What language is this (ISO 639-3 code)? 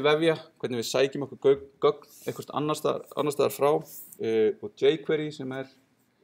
isl